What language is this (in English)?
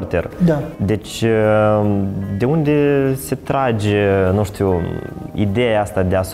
Romanian